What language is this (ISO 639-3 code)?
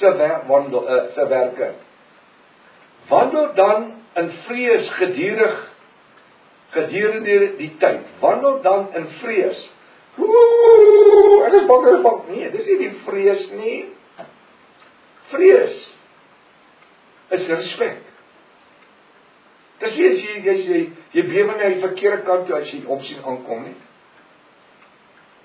afr